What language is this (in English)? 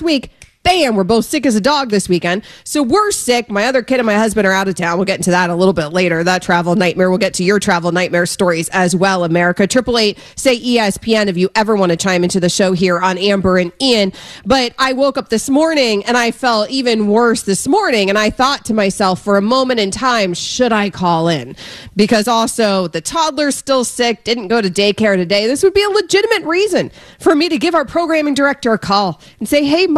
English